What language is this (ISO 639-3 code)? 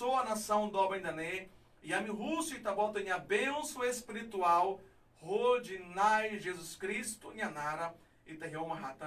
tet